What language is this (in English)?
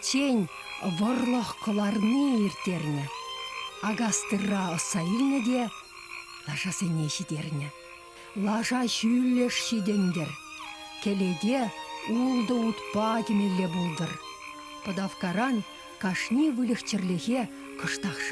Chuvash